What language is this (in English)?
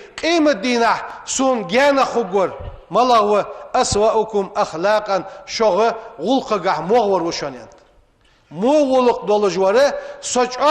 Ingush